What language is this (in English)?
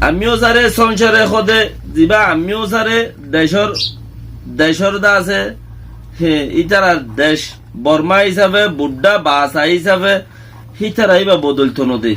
Rohingya